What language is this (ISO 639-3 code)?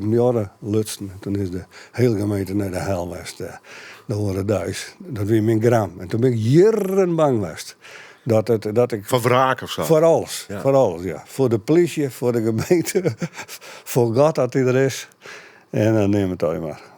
fry